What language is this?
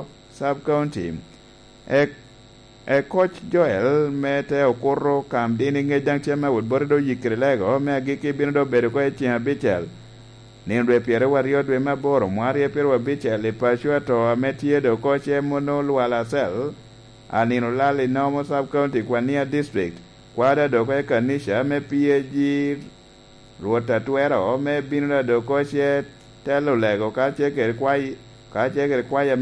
Lango (Uganda)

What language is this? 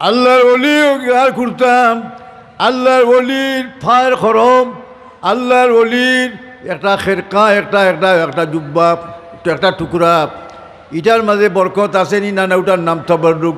Sylheti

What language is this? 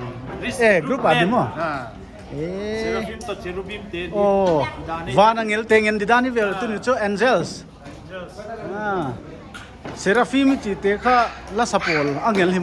Paite Chin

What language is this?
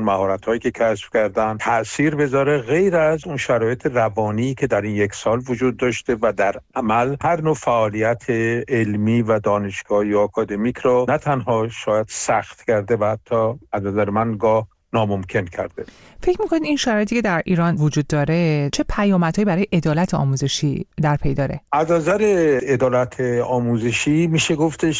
Persian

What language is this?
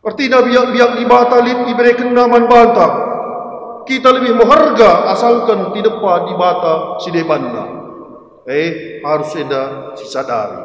Batak Karo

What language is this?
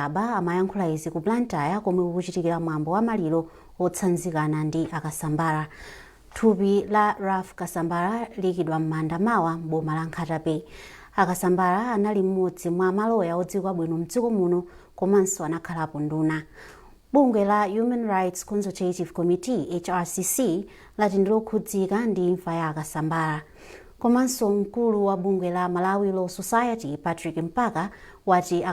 Nyanja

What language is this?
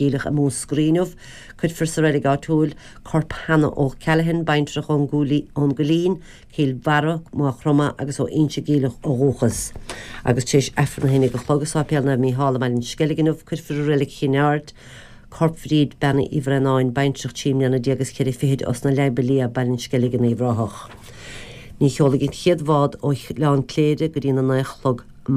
Irish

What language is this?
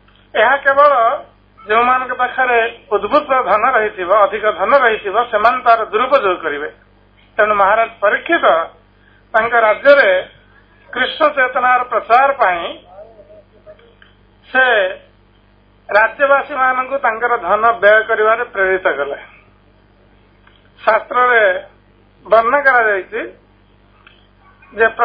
Odia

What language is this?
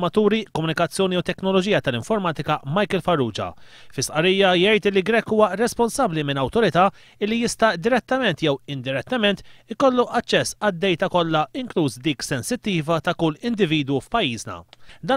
Maltese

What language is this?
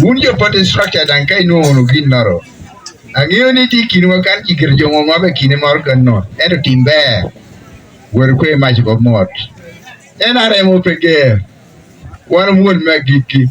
Acoli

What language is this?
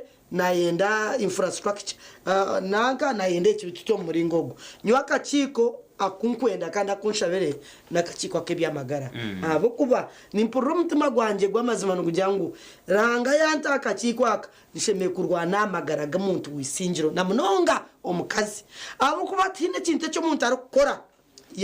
Nyankole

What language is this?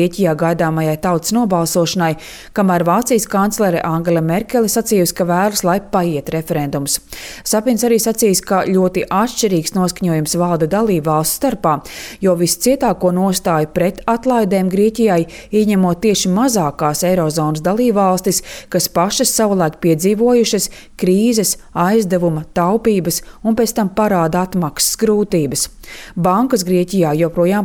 Latvian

